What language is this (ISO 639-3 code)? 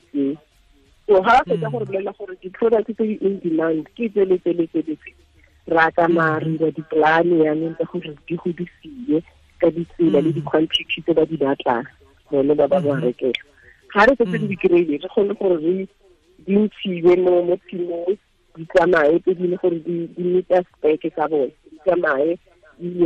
tsn